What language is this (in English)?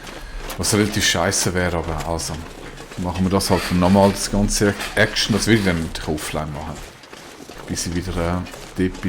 Swiss German